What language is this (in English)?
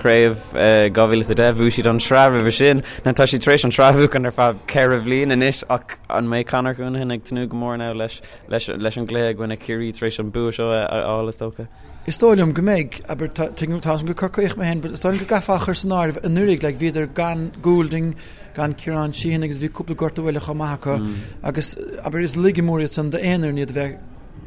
Irish